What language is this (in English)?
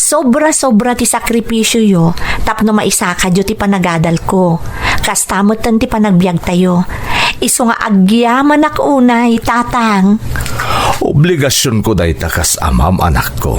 Iloko